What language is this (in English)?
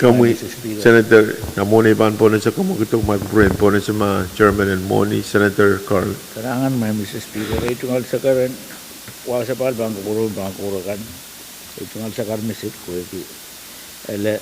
Pohnpeian